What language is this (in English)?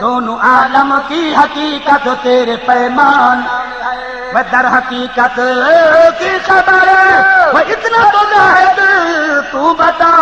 Saraiki